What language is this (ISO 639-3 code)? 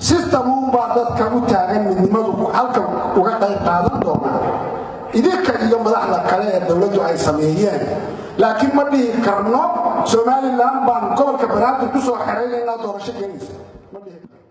som